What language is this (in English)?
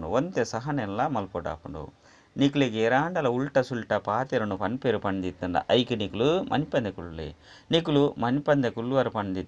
Tulu